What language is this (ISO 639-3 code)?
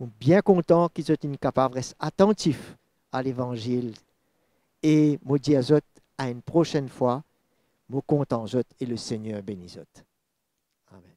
mfe